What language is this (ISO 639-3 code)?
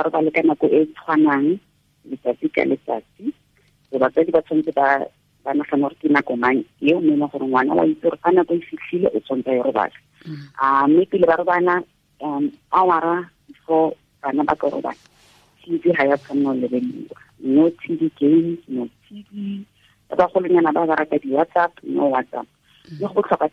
tsn